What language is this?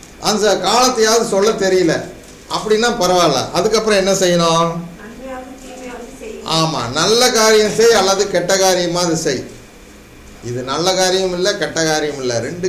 Tamil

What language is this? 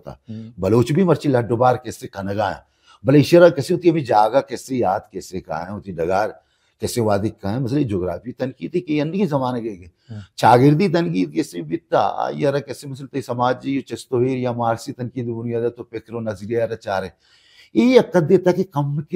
Baluchi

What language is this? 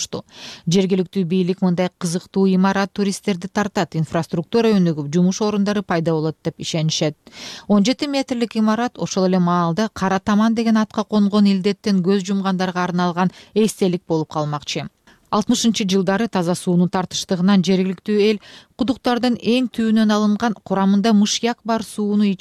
Kyrgyz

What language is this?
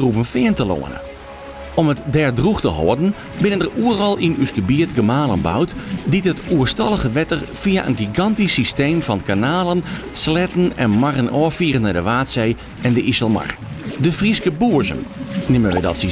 Western Frisian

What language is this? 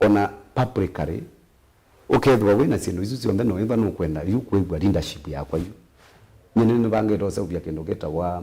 Kamba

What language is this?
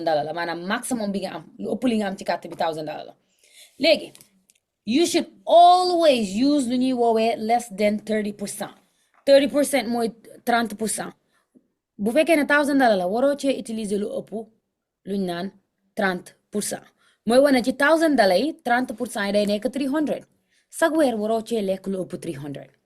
Wolof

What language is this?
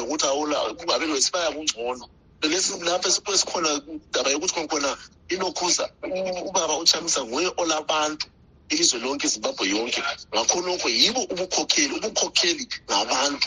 North Ndebele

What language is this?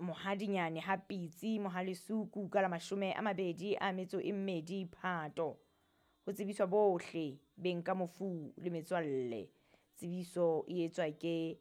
Southern Sotho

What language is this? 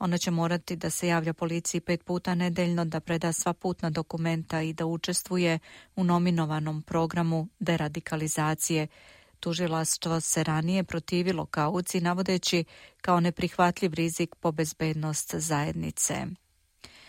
Serbian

